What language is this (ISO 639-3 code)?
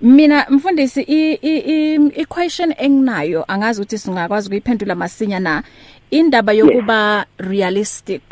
eng